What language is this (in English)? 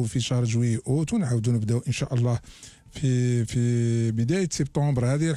Algerian Arabic